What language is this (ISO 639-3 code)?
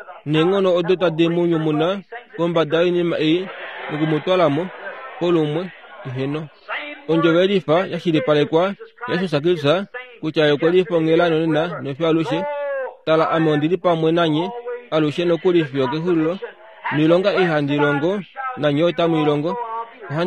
kua